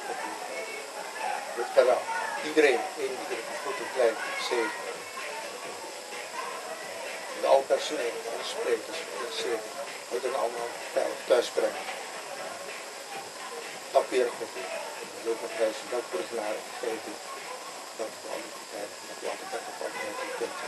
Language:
Dutch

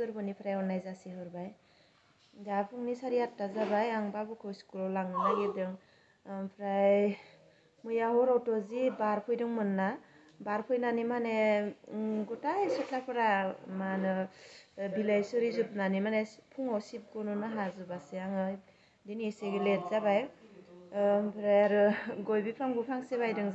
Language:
Bodo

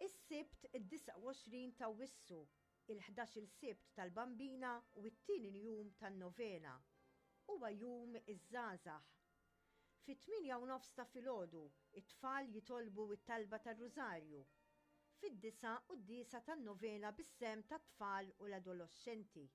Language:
Maltese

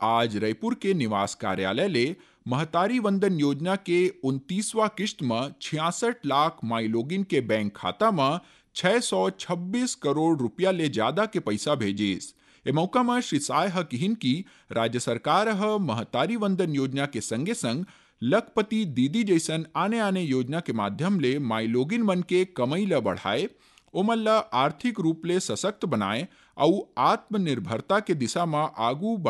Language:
Chhattisgarhi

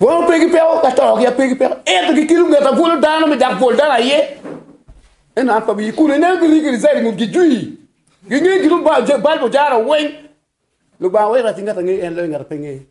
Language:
Acoli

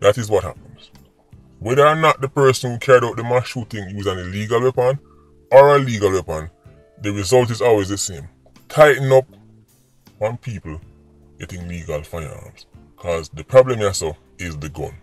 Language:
Jamaican Creole English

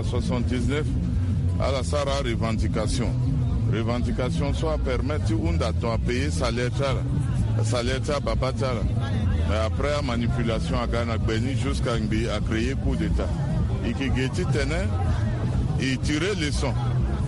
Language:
Sango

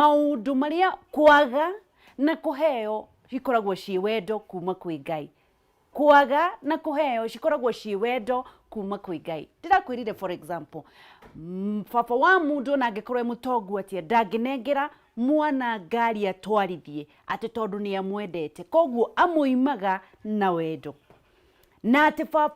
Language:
Kikuyu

